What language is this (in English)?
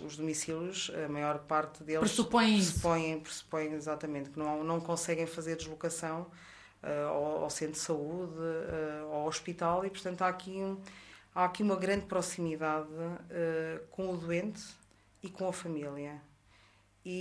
Portuguese